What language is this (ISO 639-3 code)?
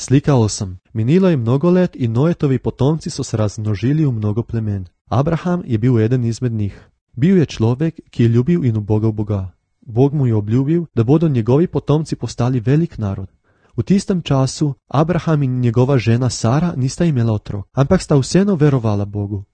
slv